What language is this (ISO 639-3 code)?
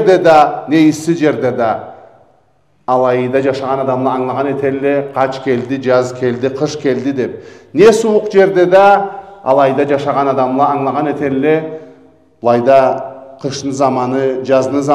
krc